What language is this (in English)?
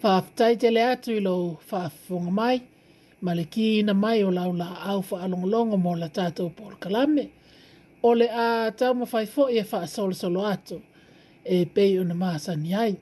Samoan